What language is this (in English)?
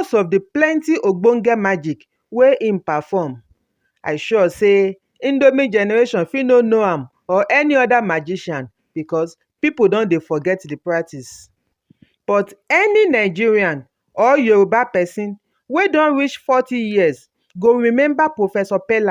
Nigerian Pidgin